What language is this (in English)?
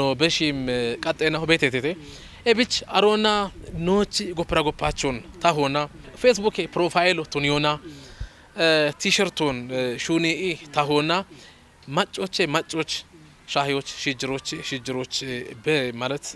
Kafa